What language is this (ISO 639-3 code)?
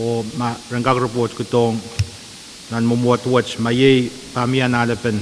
pon